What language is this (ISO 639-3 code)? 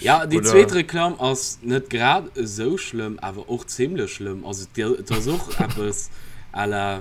ltz